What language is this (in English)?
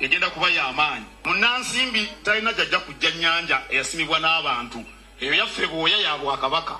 Ganda